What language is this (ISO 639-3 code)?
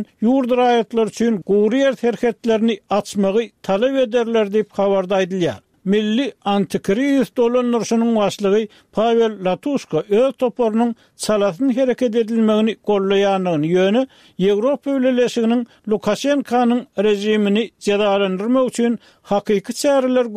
tuk